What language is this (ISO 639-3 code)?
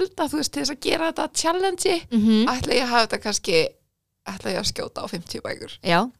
isl